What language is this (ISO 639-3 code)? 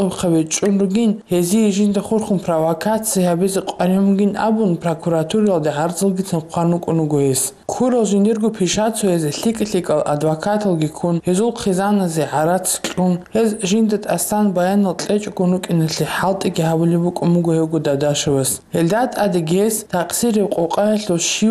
ava